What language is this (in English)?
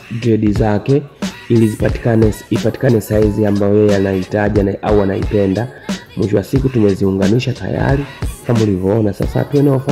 Swahili